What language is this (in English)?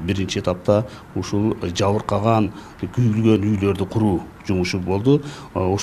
Kyrgyz